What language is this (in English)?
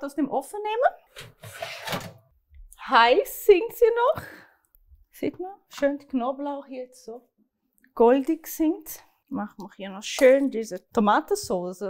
Swiss German